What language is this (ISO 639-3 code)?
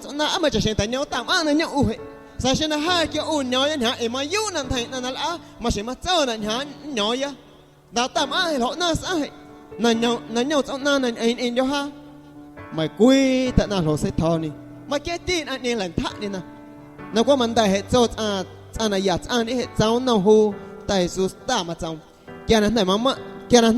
amu